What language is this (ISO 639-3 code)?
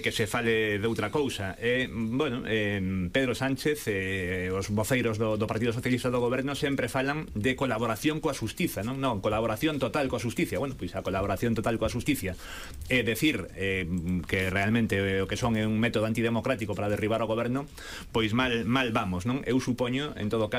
glg